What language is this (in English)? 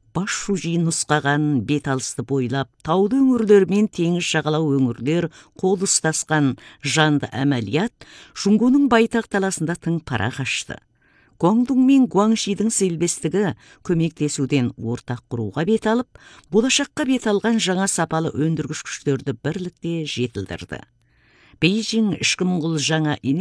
Kazakh